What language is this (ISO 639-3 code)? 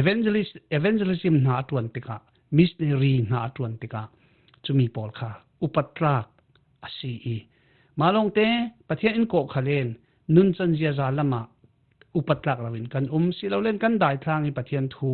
cfm